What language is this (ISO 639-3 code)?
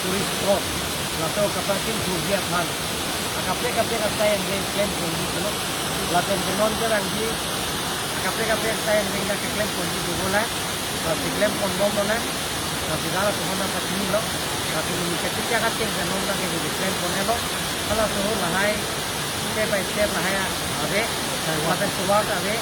mjw